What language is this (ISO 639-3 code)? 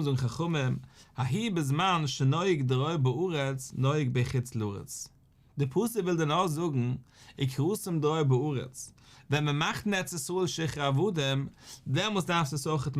yid